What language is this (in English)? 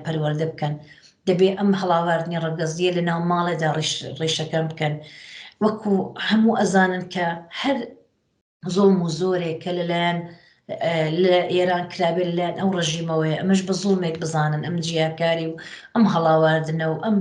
Central Kurdish